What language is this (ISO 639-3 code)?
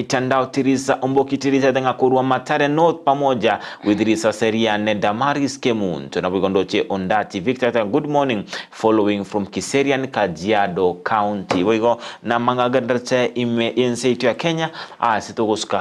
guz